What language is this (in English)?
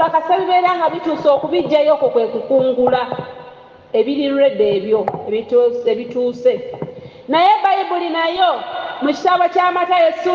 Ganda